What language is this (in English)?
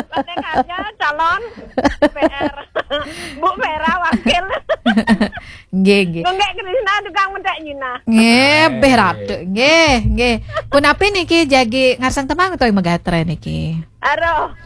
Balinese